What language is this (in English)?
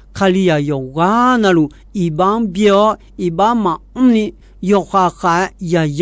Akha